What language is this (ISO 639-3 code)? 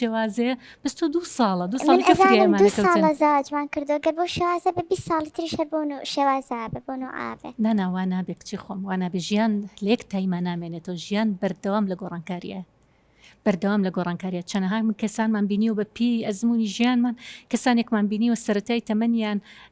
ckb